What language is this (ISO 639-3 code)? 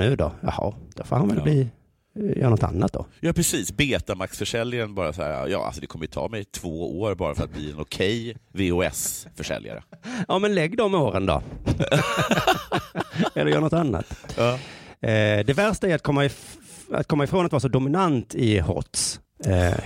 swe